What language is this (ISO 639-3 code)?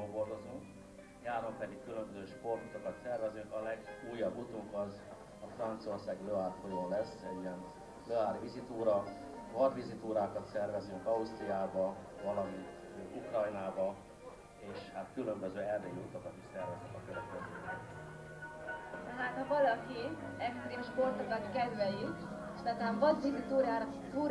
hun